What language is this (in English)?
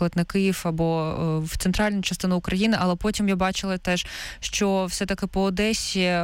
Ukrainian